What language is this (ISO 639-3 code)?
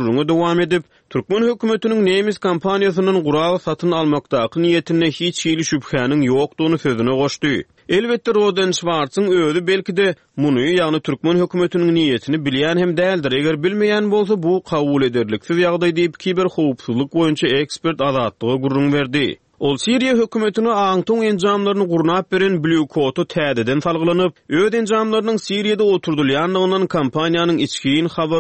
tuk